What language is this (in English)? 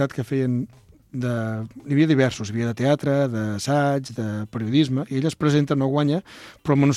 Catalan